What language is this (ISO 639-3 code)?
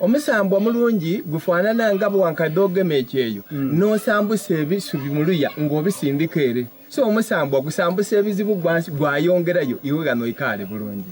xog